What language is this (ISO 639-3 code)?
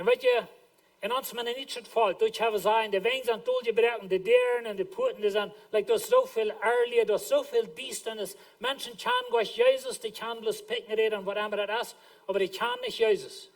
pdt